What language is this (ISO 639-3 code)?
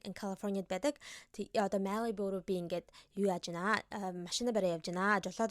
mon